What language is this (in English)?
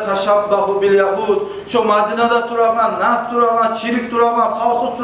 Kumyk